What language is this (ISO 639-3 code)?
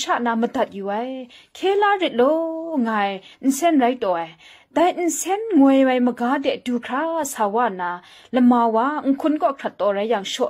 kac